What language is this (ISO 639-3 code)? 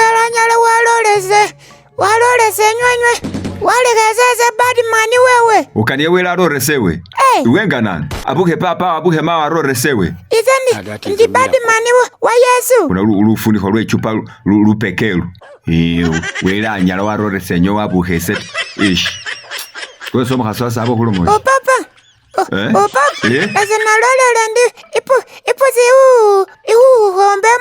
myx